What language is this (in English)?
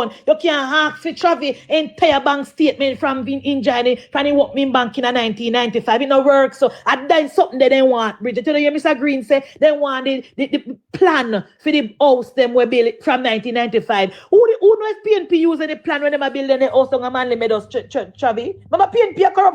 Jamaican Creole English